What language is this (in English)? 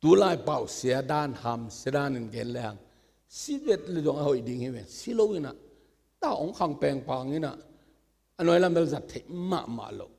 Tedim Chin